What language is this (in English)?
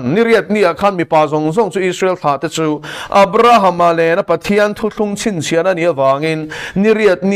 Mizo